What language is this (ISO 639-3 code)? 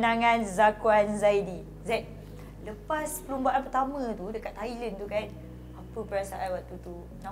msa